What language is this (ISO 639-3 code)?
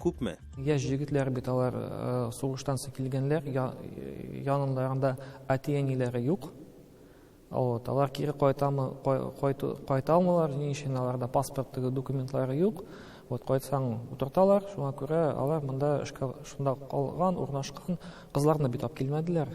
tat